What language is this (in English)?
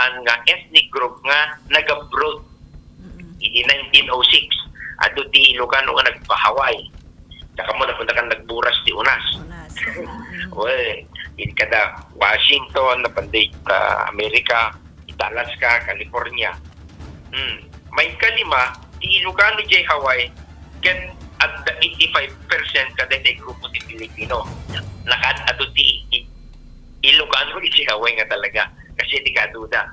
Iloko